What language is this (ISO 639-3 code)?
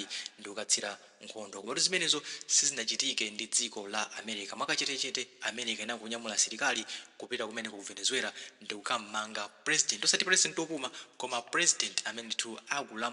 nya